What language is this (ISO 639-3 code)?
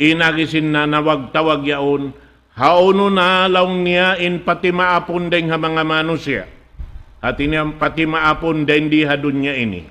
tsg